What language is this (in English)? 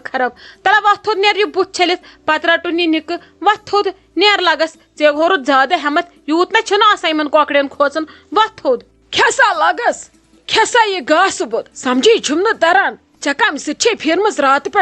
Kashmiri